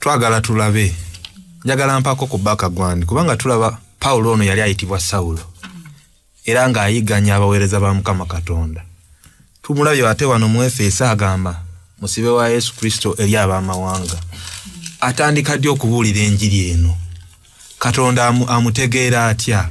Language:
Ganda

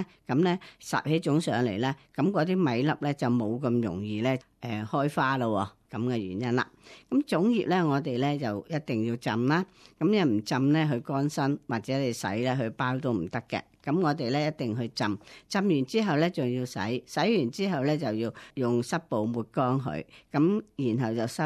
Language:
Cantonese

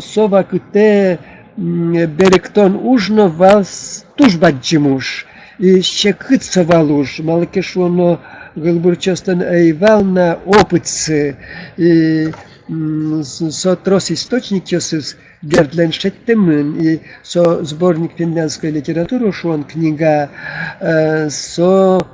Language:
Udmurt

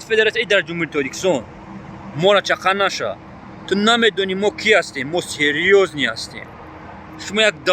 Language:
Tajik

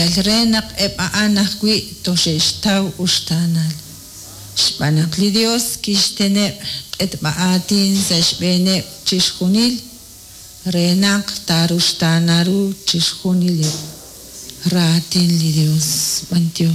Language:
Kekchí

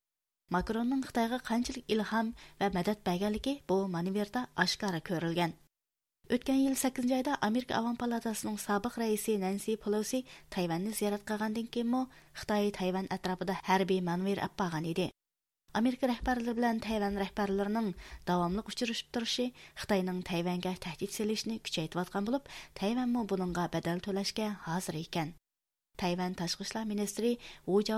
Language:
Uyghur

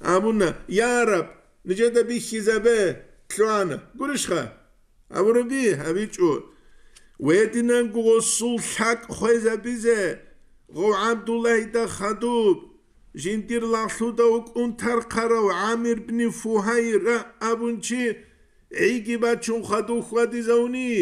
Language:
Avaric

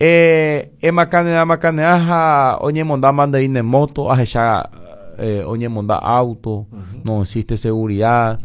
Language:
Guarani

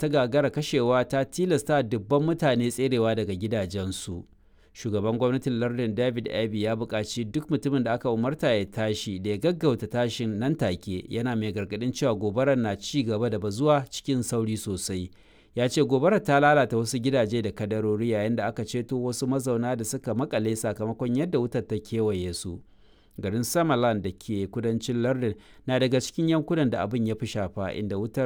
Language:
Hausa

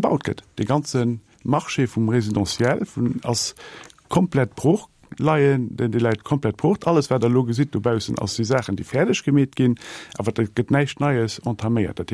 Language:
Luxembourgish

